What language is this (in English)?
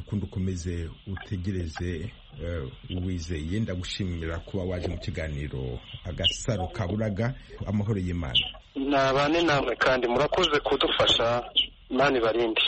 Kinyarwanda